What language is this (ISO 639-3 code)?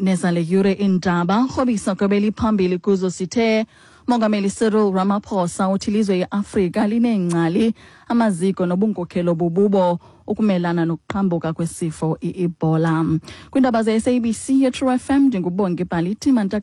xho